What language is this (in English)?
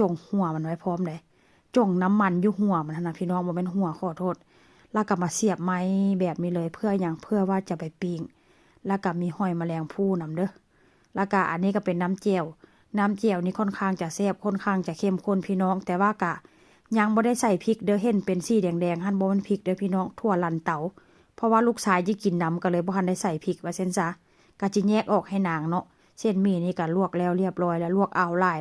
Northeastern Thai